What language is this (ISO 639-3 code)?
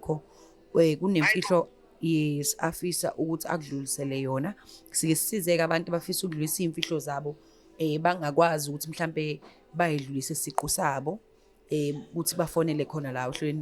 zul